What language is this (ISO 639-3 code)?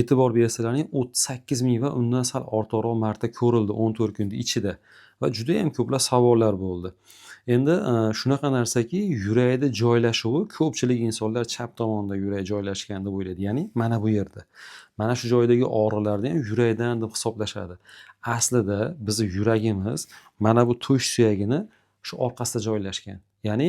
uzb